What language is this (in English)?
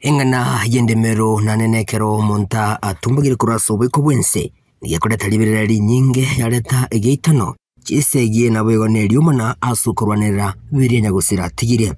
Gusii